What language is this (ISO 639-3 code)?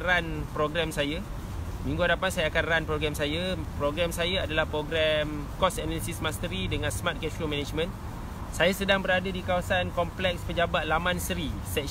msa